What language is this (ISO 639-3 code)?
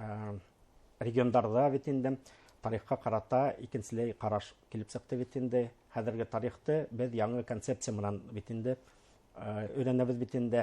bak